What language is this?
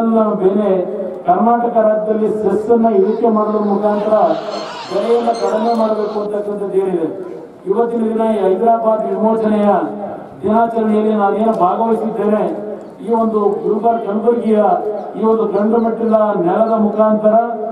Kannada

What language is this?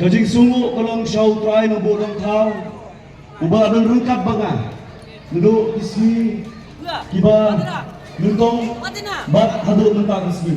Khasi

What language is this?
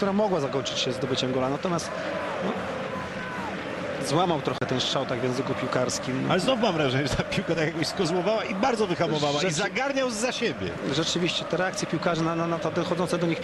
Polish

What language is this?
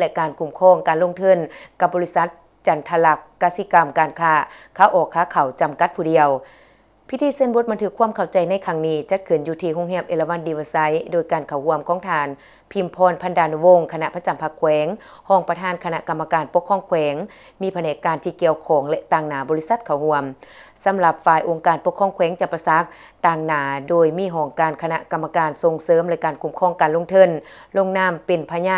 Lao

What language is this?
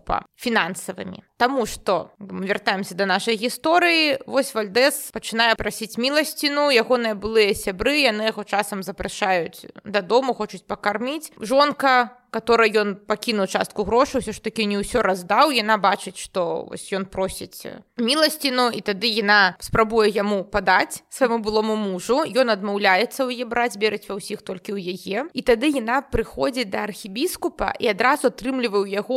Belarusian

